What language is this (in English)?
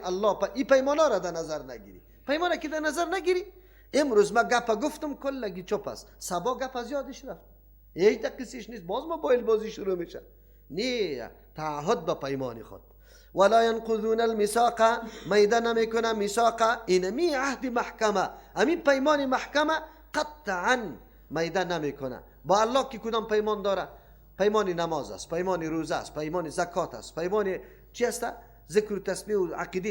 Persian